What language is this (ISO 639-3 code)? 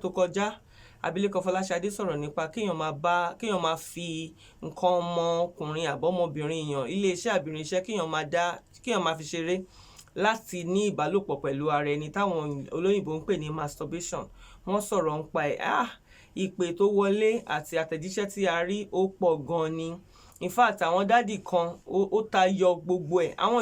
yor